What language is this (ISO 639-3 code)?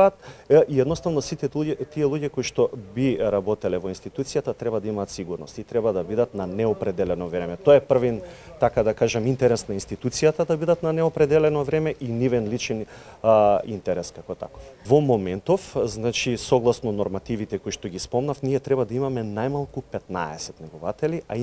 mkd